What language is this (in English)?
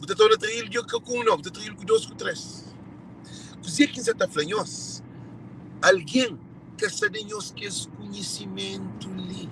Kabuverdianu